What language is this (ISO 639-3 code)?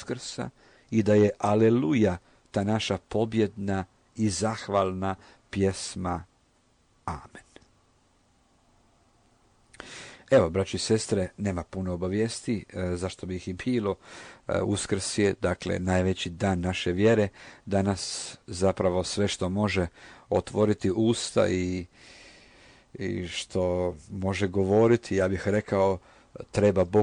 hrv